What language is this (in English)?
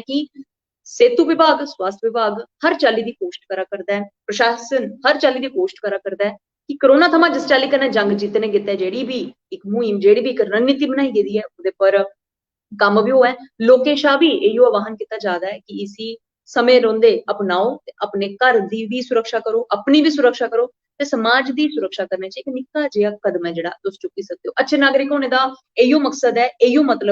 Dogri